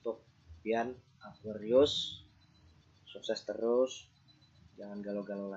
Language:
Banjar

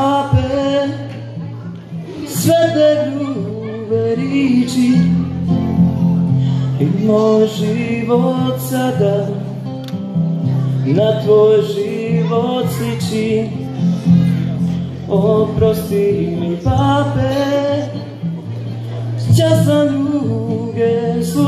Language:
Croatian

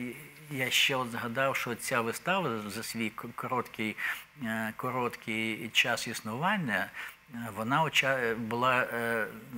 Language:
Ukrainian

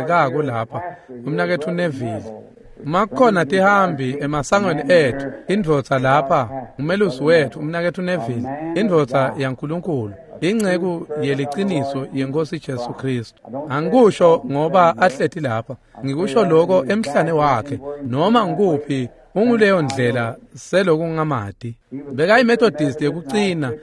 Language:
Swati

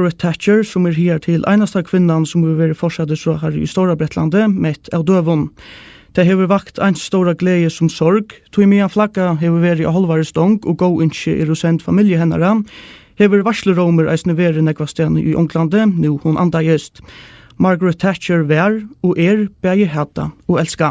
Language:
Faroese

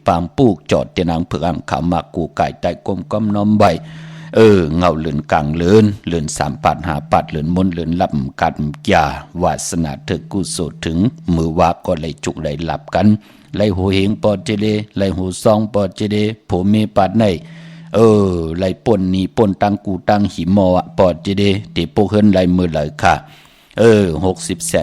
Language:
Shan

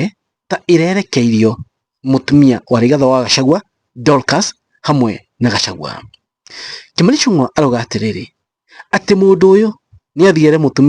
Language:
Kikuyu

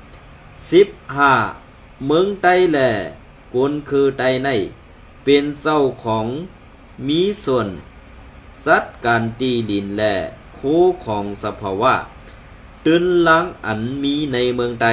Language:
Shan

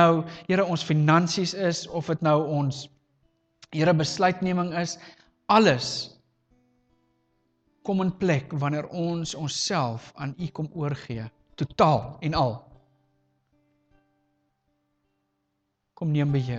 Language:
Afrikaans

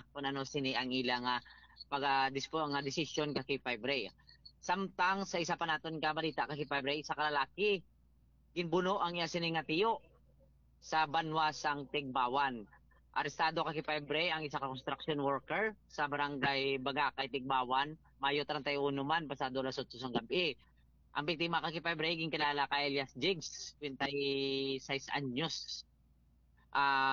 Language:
Hiligaynon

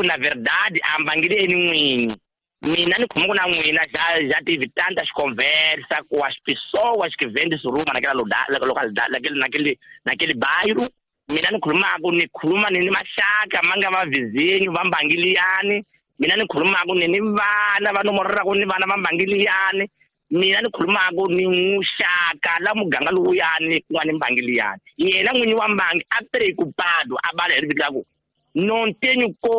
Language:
Tsonga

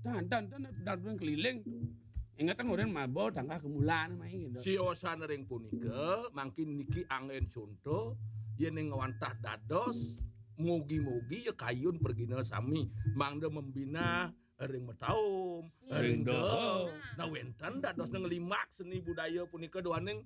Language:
Balinese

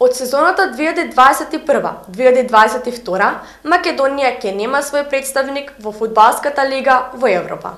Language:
Macedonian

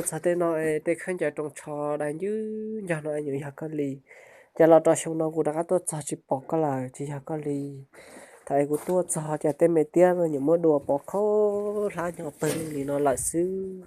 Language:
Hmong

